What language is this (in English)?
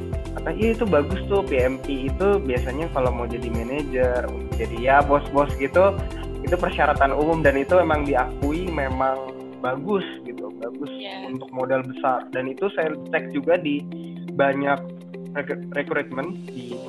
Indonesian